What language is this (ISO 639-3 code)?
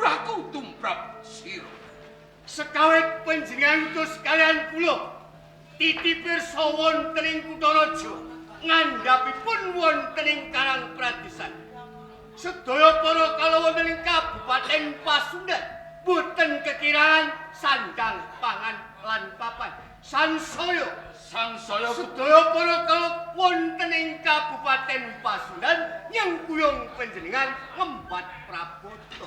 jav